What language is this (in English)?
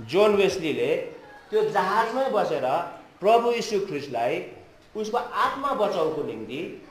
Nepali